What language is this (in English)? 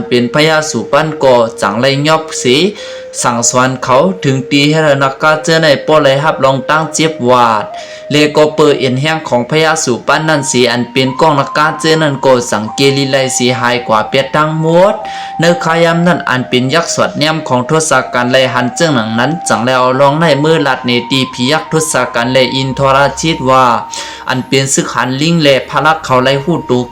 Shan